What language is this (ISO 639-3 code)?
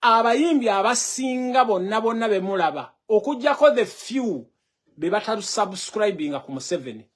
lug